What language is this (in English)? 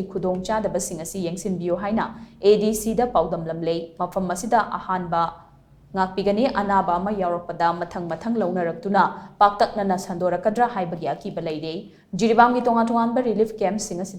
Manipuri